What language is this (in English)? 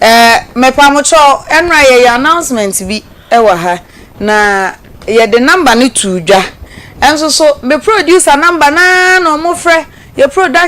Akan